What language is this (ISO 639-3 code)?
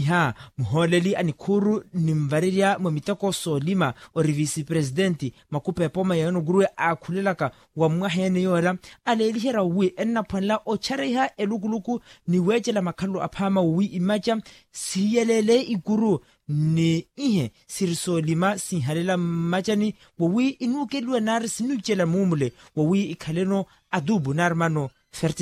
vmw